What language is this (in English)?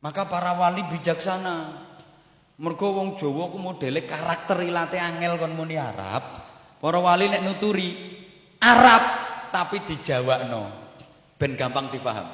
Javanese